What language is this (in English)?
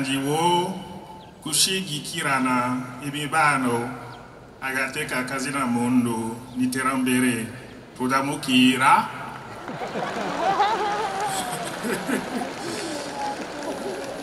Rundi